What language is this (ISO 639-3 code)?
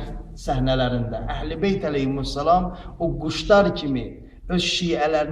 aze